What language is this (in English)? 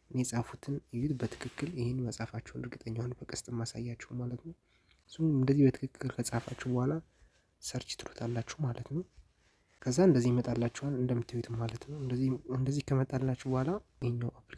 Amharic